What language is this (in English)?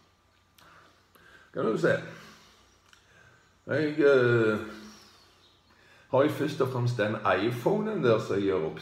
Norwegian